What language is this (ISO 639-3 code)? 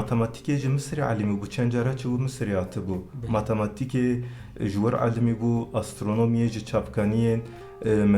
kur